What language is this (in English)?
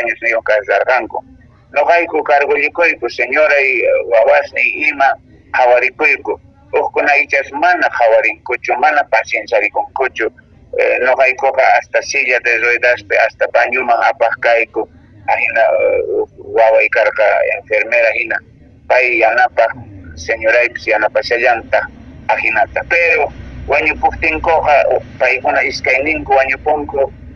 Quechua